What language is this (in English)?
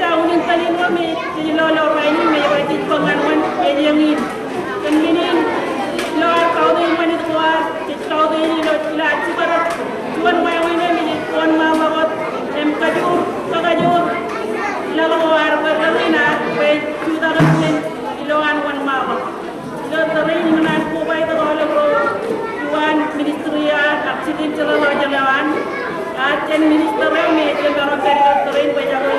Marshallese